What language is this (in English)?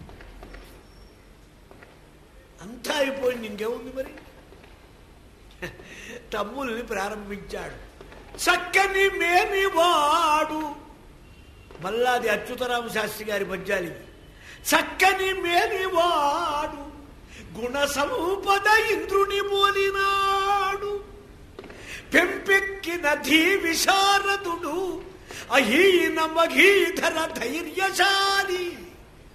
Telugu